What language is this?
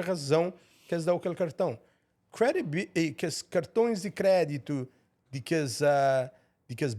Kabuverdianu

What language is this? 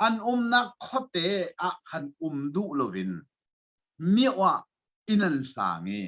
Hakha Chin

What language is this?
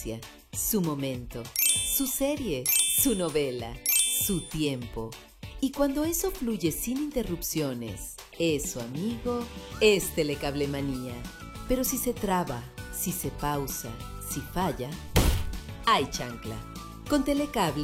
Spanish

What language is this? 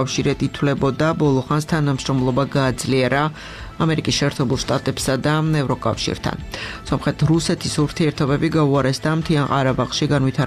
Georgian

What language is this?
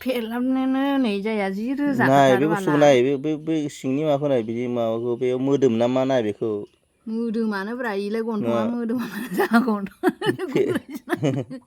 Bodo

